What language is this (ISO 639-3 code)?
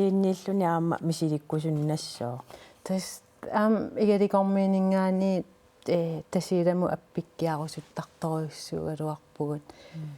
kal